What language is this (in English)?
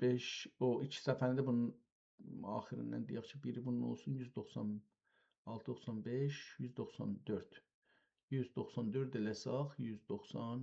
South Azerbaijani